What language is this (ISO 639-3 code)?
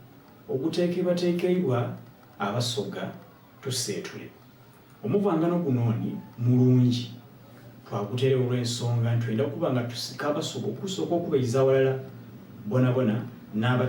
xog